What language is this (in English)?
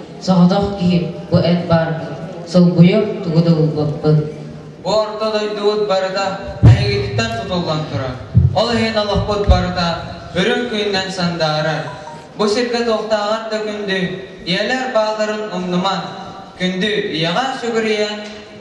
Yakut